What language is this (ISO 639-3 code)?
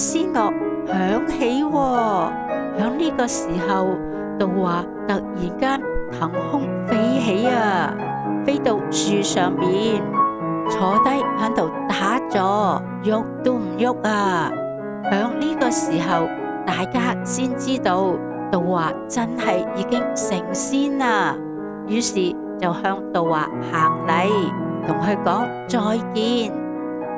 yue